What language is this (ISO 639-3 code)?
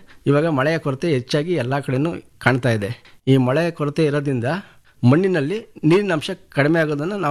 kan